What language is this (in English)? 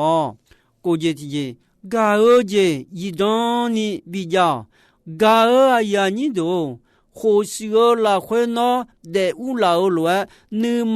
Akha